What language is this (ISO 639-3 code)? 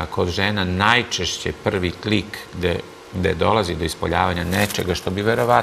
srp